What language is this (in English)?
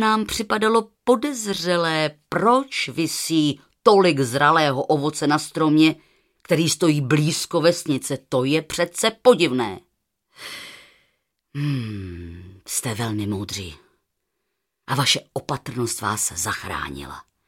Czech